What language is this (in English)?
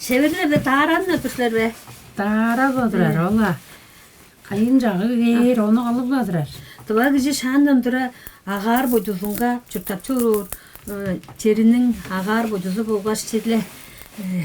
Tuvinian